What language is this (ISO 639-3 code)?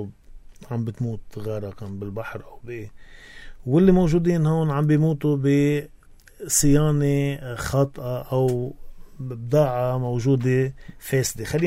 apc